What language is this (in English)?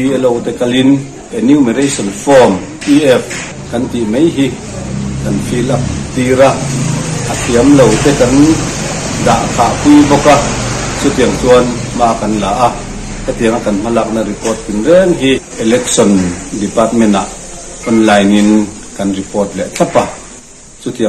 Mizo